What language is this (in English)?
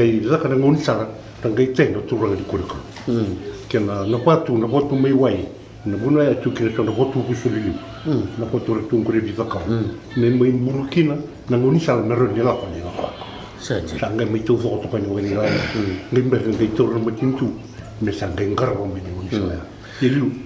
Fijian